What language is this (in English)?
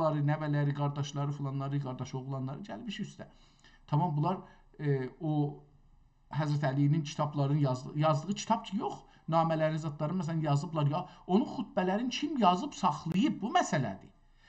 South Azerbaijani